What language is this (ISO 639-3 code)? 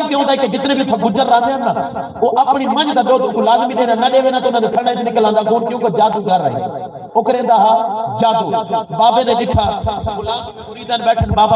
skr